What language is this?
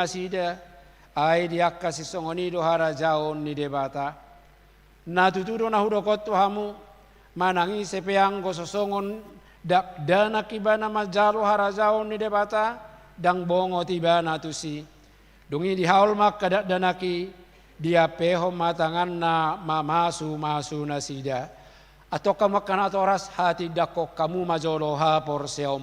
Batak Toba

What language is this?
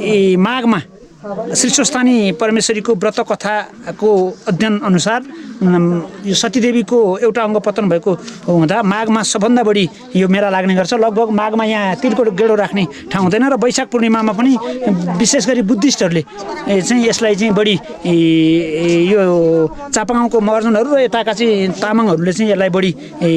Nepali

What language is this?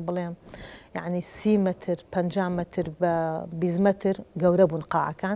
Central Kurdish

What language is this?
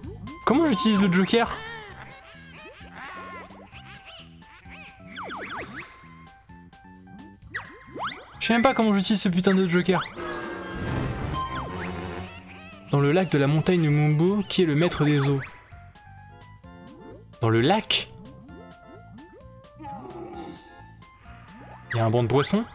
French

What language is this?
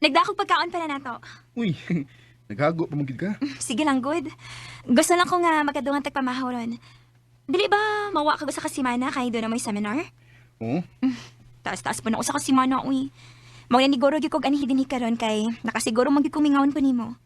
Cebuano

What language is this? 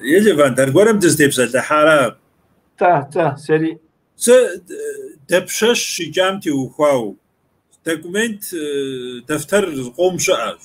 Kabardian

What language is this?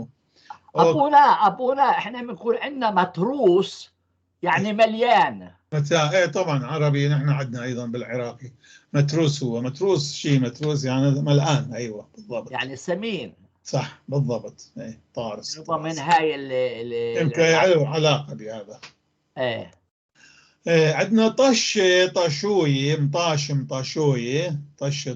North Levantine Arabic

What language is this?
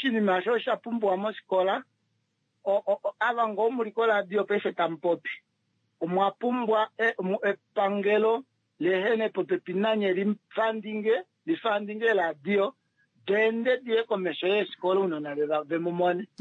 Kuanyama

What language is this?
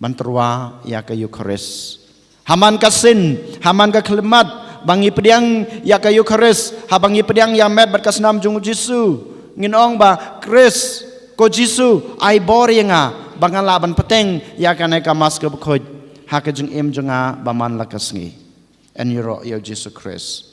Khasi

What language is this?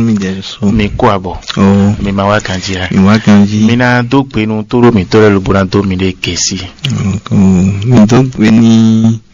Fon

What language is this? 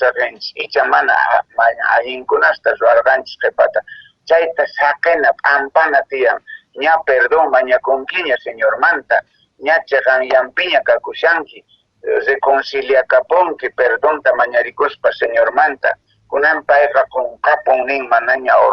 Quechua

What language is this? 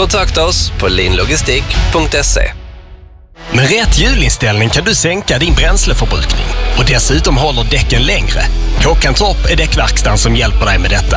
Swedish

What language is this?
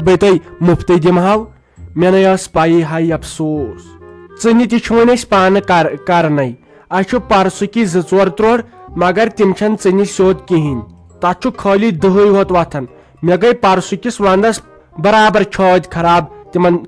Kashmiri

